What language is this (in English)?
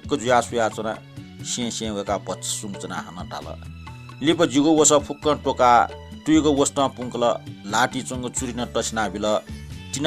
Newari